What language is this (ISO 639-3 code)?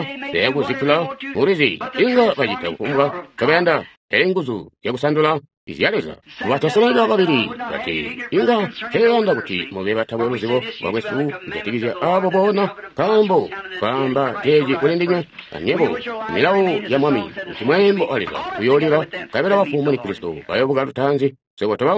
toi